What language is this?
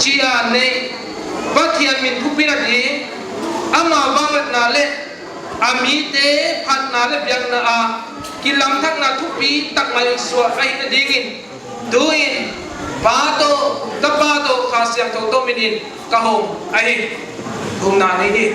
Paite Chin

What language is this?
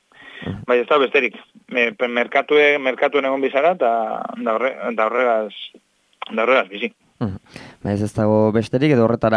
Basque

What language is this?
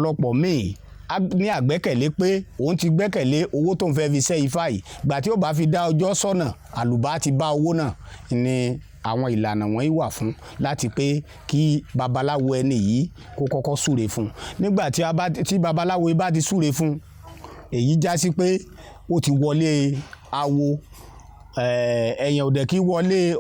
Yoruba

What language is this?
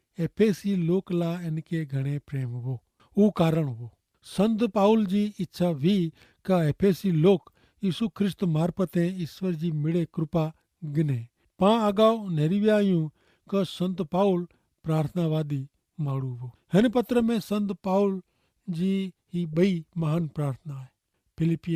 Kachhi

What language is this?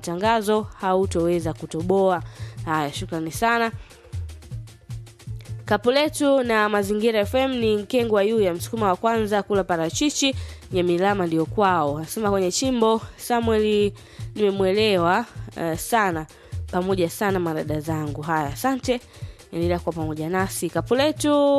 Swahili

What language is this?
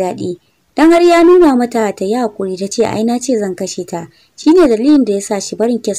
Hausa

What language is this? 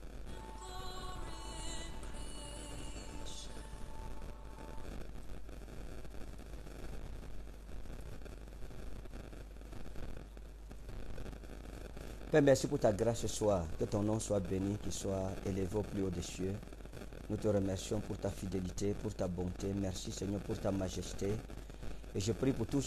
French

